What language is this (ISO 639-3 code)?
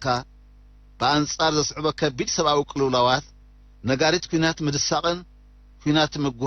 tir